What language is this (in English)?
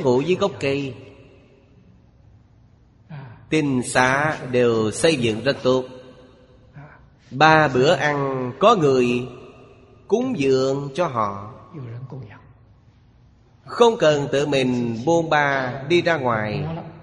Vietnamese